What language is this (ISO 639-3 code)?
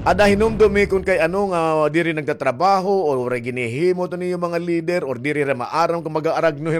war